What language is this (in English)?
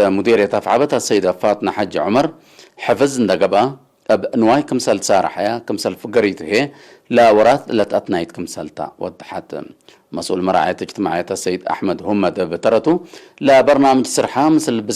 Tigre